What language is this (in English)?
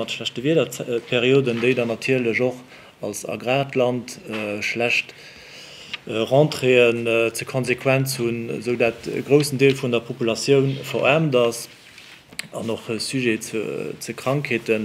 Luxembourgish